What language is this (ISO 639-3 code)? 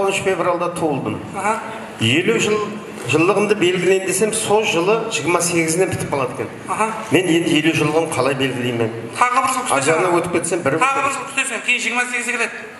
kaa